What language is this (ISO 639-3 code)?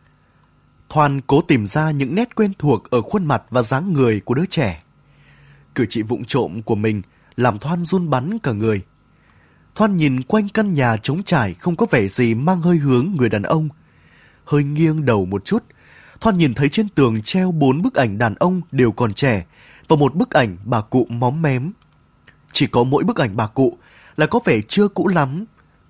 vie